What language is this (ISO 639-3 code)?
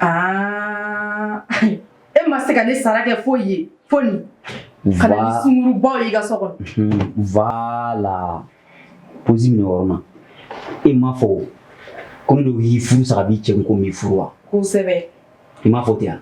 bam